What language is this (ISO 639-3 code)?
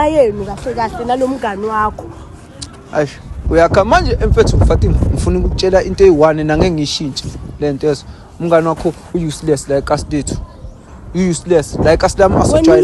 zul